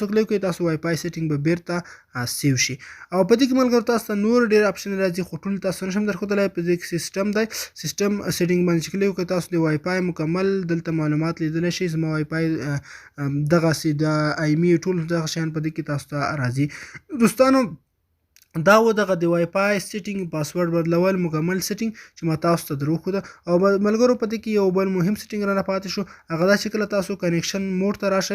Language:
Pashto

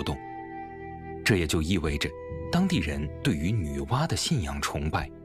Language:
Chinese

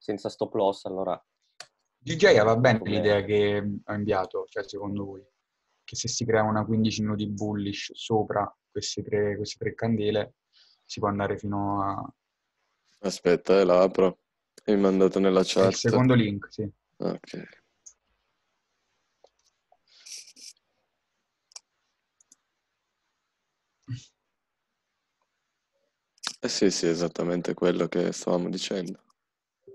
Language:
Italian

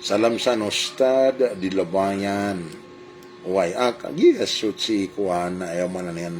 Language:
Maranao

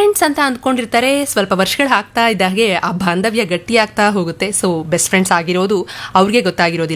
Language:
Kannada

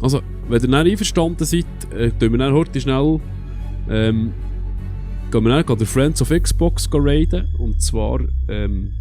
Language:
Swiss German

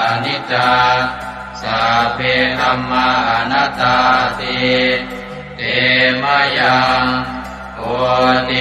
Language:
Pali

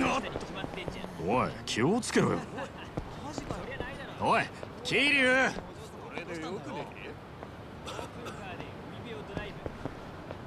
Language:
Japanese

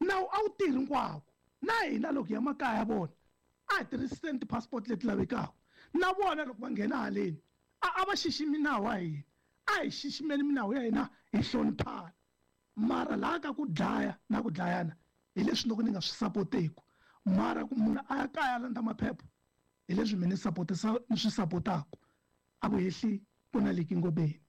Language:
Tsonga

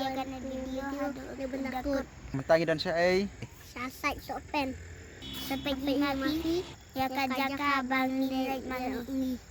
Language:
Khasi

